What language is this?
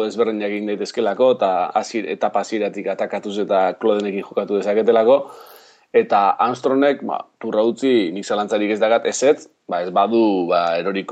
Basque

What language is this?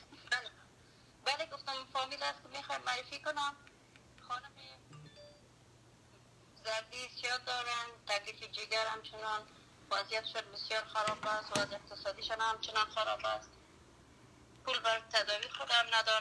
Persian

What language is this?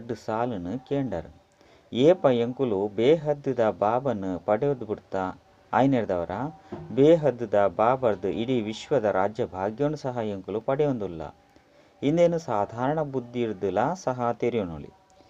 Tulu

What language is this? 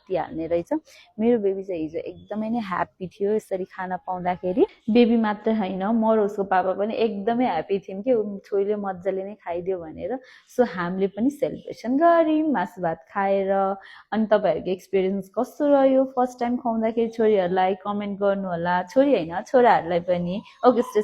Nepali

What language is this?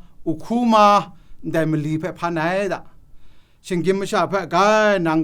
Kachin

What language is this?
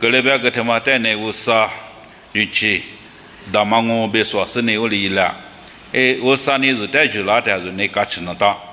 Lisu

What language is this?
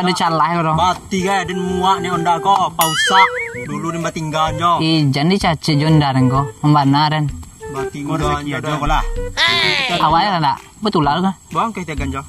Minangkabau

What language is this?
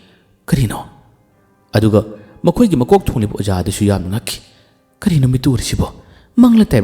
Manipuri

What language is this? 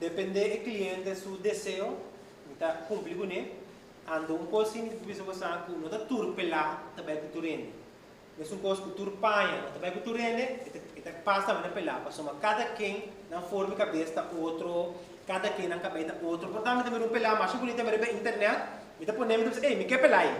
Papiamento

